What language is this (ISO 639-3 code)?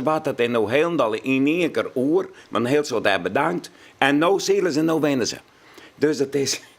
fry